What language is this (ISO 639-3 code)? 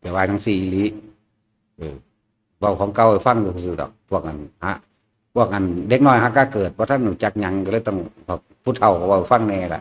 tts